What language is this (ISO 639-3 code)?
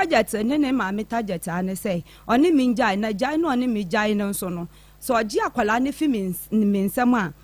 aka